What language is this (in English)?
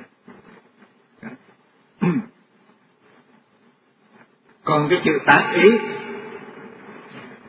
Vietnamese